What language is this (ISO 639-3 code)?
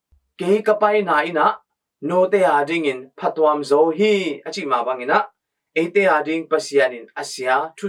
ctd